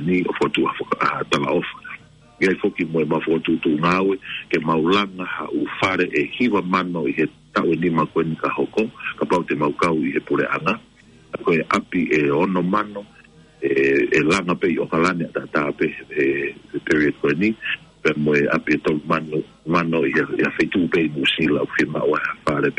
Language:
Tongan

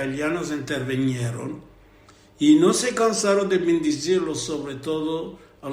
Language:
Ladino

